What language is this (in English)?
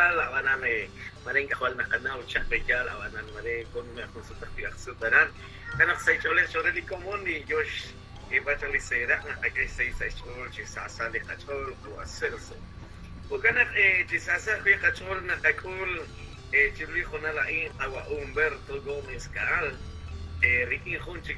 Kekchí